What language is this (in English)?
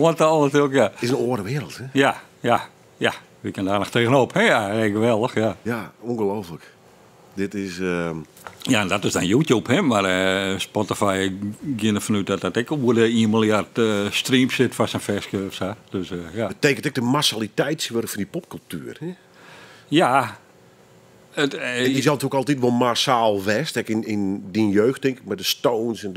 Western Frisian